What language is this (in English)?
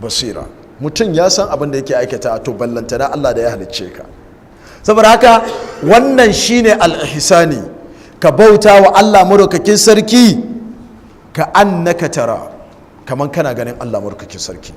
Hausa